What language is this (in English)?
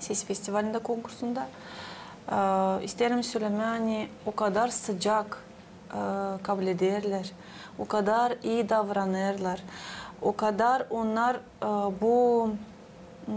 Gagauz